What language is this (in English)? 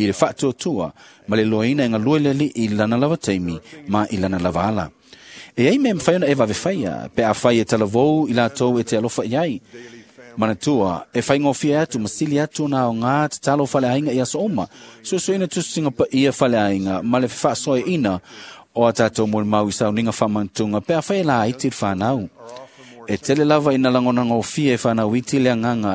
Samoan